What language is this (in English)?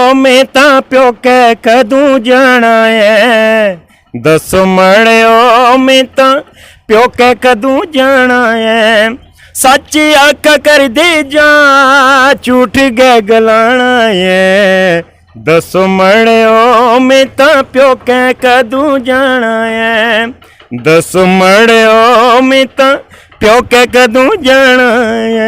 Dogri